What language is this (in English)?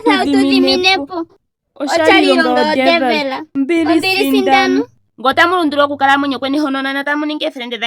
Ndonga